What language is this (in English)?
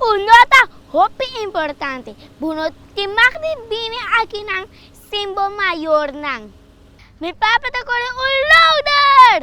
Papiamento